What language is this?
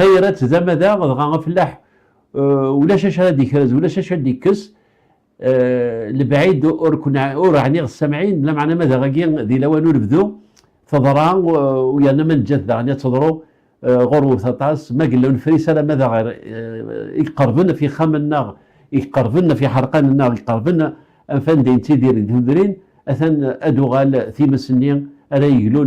Kabyle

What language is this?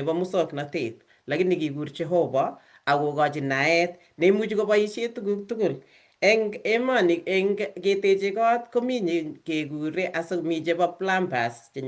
Kalenjin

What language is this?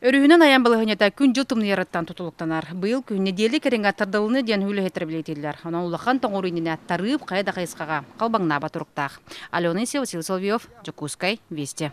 Yakut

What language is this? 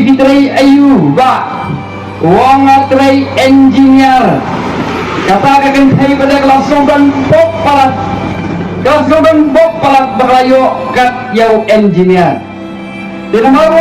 Khasi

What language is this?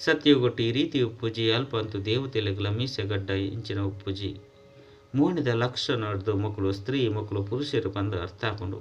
Tulu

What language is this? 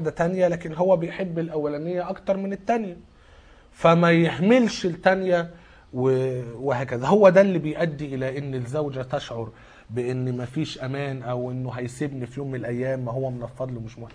Egyptian Arabic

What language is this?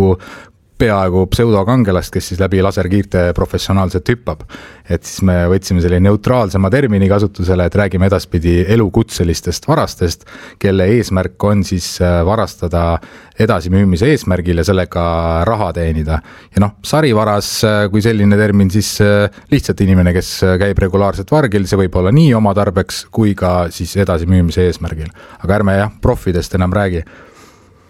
Estonian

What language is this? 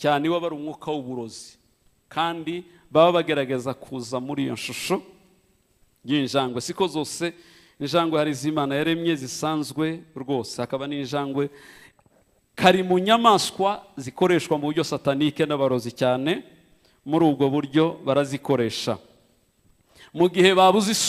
Kinyarwanda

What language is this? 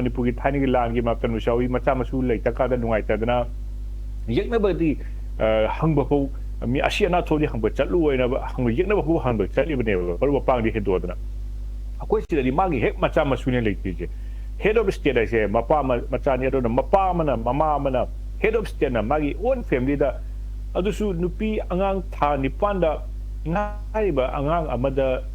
Manipuri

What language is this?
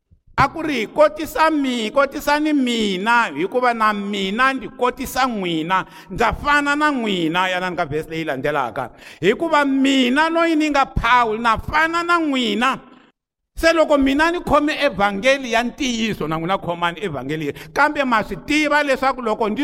Tsonga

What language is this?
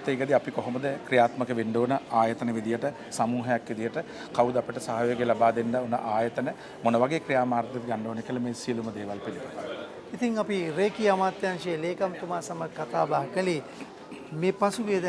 Sinhala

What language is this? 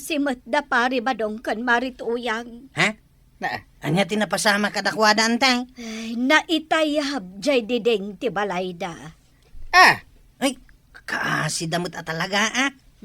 Iloko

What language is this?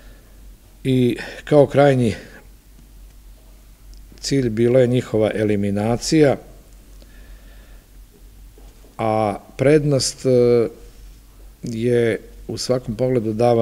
Serbian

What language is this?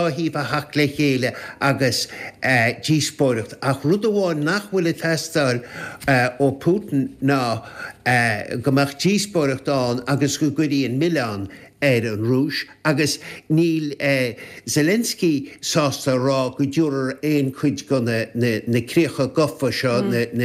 Irish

